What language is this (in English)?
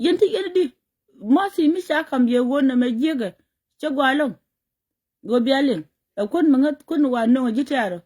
Nuer